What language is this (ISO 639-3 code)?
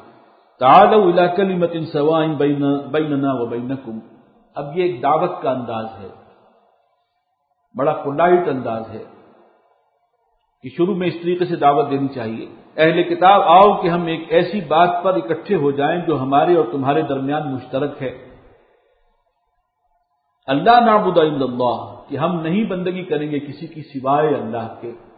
urd